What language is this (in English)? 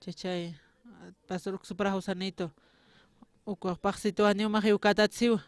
Aymara